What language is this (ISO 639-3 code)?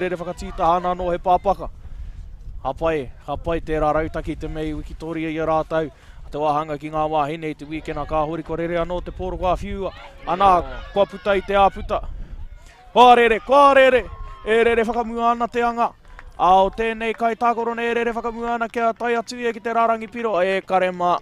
mri